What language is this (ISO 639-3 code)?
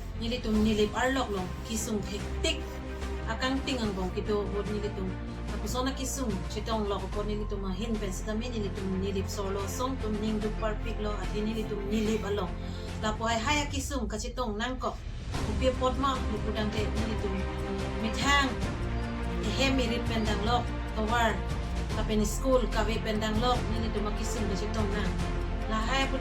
mjw